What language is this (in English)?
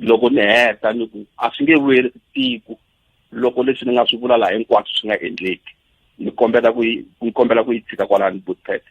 Tsonga